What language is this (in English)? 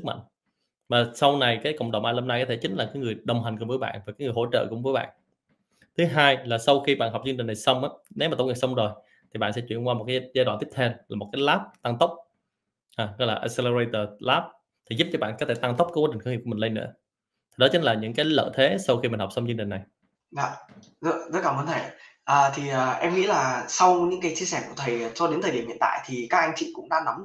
Vietnamese